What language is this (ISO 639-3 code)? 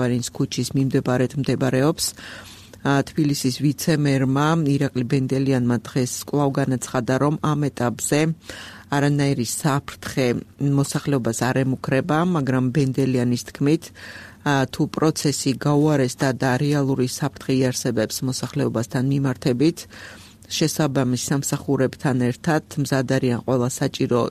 kat